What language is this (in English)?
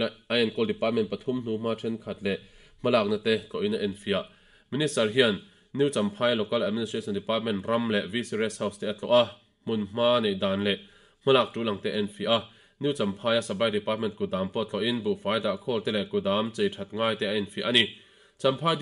Mizo